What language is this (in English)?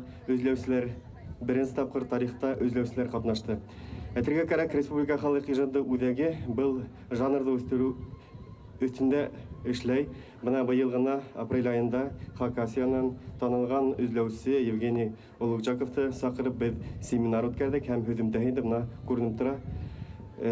Bashkir